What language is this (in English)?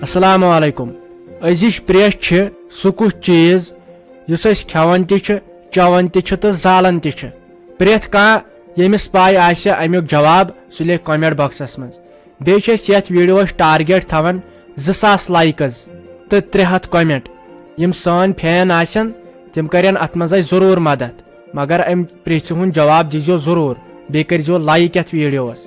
Kashmiri